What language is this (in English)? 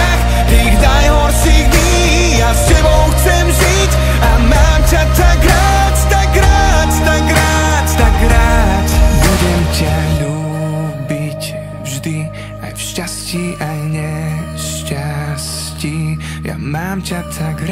Slovak